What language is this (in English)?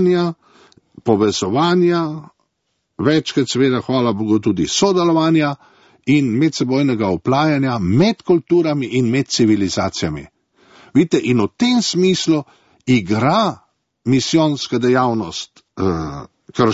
Slovenian